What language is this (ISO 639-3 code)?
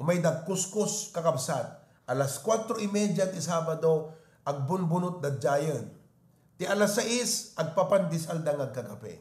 ilo